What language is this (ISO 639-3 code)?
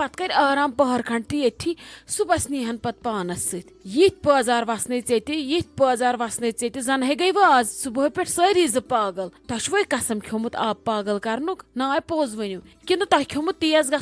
kas